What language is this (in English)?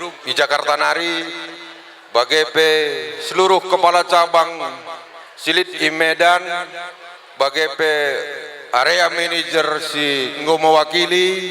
Batak Karo